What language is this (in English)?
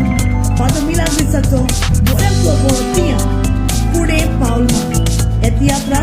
Konkani